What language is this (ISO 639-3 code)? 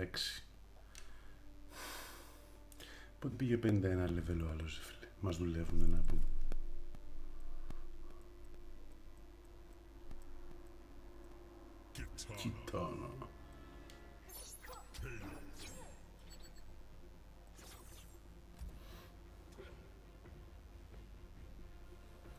ell